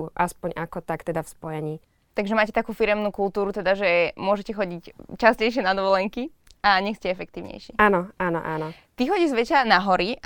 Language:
Slovak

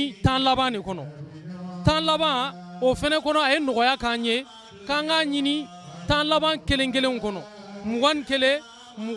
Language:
Bambara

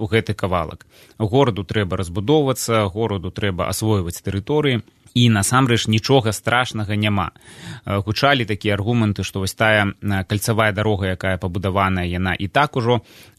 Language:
Belarusian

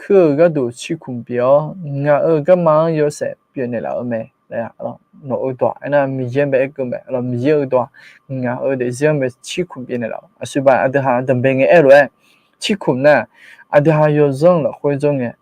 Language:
Akha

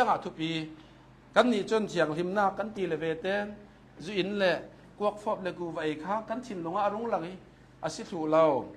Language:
Hakha Chin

